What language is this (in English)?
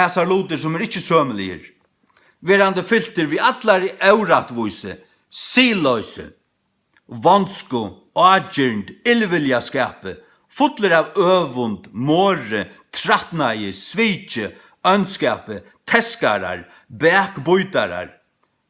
Faroese